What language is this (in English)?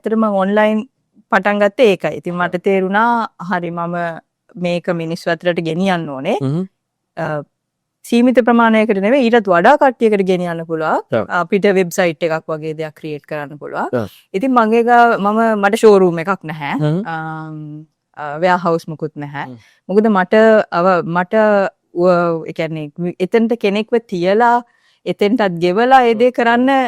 Sinhala